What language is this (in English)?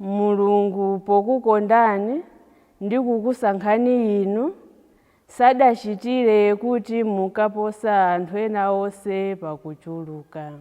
Nyanja